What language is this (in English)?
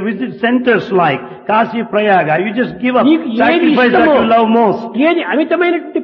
Telugu